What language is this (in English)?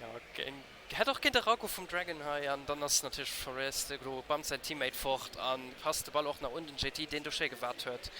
Luxembourgish